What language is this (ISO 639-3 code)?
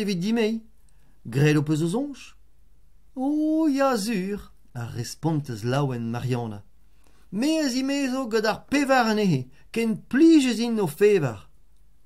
bre